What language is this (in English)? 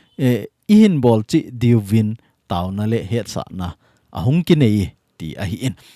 Thado Chin